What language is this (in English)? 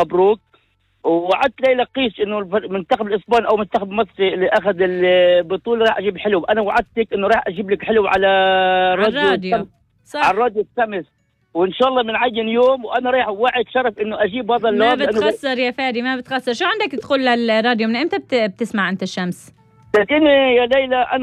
North Levantine Arabic